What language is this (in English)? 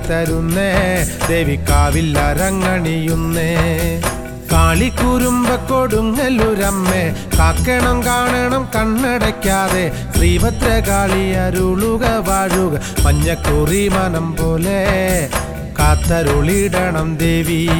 Malayalam